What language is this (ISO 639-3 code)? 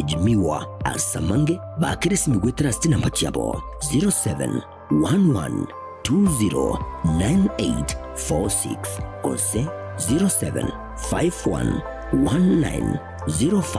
guz